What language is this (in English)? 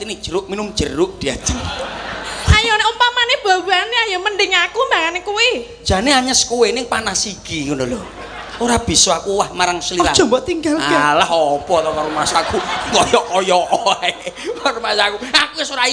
Javanese